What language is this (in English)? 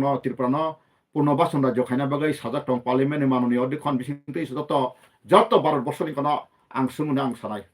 Kok Borok